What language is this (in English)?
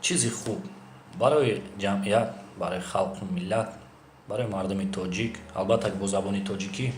Tajik